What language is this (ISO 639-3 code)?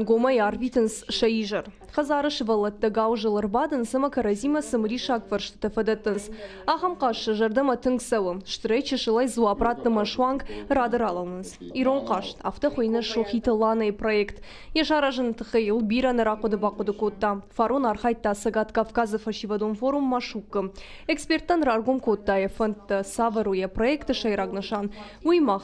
oss